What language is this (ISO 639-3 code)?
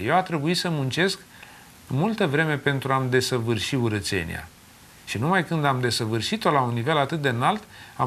ron